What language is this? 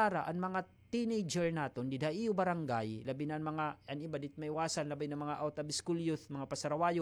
Waray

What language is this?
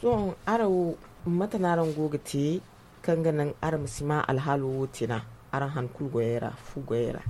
Zarma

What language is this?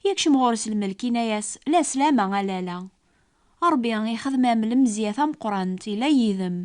Kabyle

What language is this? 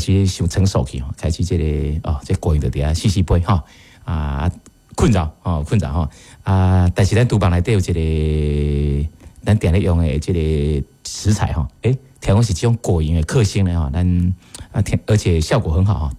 Min Nan Chinese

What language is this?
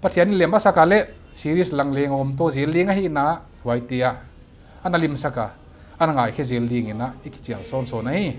Paite Chin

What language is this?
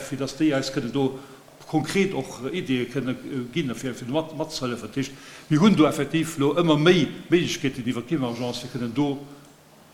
Luxembourgish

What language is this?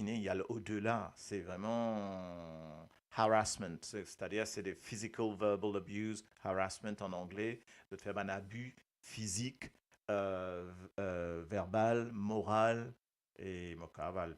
Morisyen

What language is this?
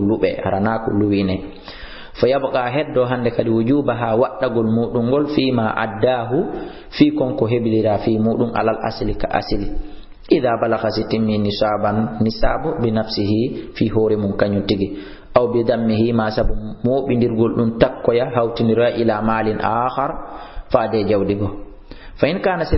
Fula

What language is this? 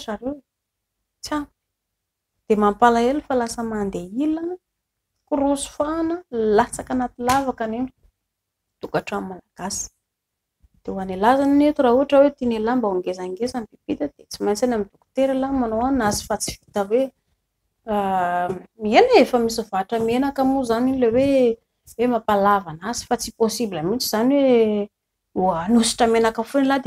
Malagasy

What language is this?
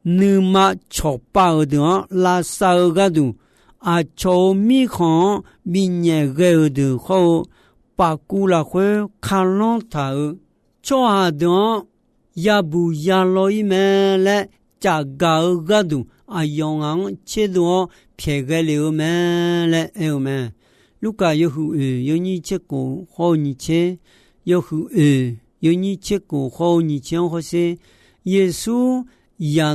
Akha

